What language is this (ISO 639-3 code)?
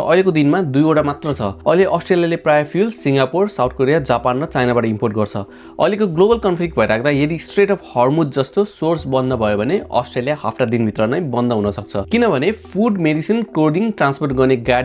nep